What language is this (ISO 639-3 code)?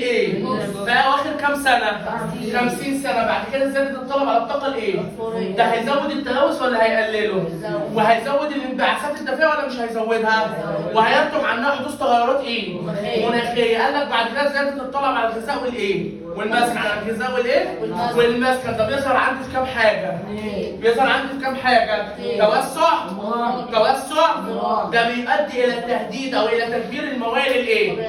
arz